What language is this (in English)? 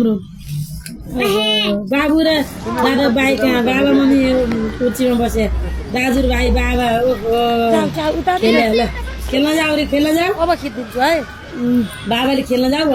Nepali